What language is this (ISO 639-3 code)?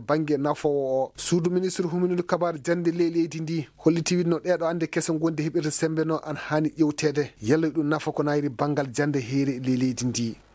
ful